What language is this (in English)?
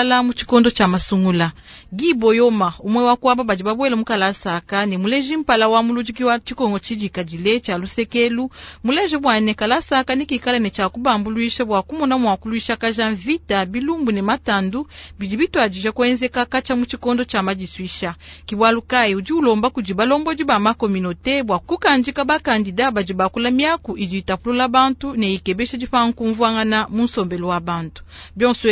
Luba-Lulua